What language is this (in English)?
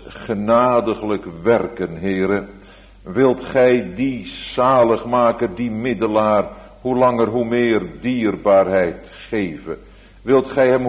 Dutch